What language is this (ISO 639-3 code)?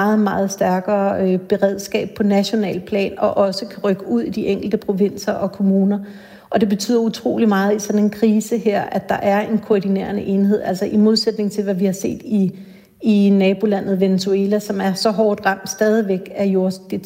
dan